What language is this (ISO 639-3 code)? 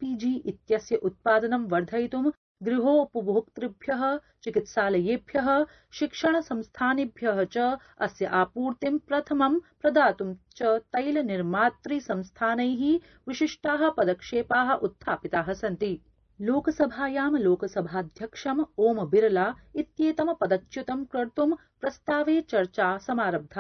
san